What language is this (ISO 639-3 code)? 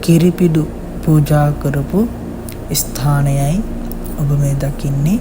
sin